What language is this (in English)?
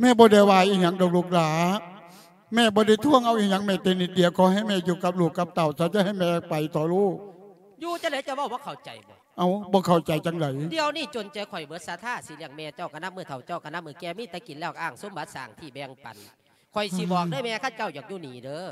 Lao